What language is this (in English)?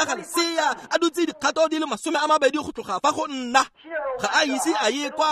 Tswana